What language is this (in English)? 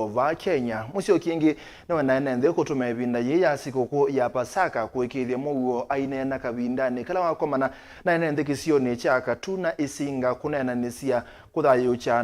Kamba